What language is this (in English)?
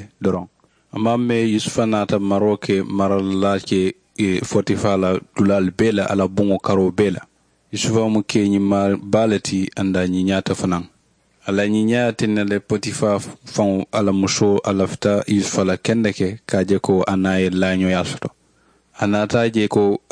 Mandingo